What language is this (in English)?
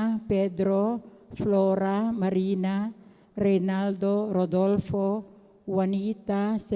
Pampanga